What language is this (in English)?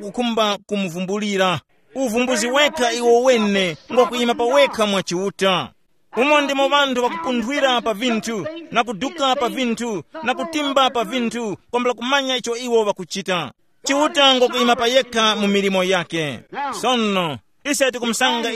Tumbuka